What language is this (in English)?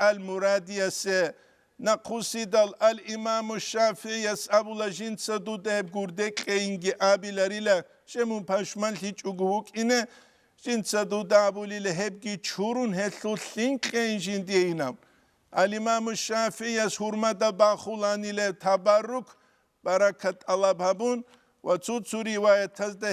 Avaric